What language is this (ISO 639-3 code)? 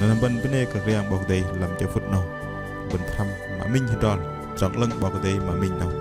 bdq